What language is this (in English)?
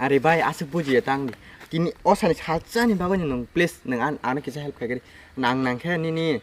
Kok Borok